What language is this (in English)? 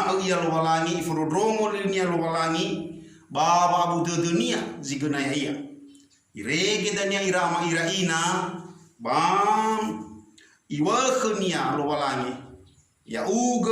Nias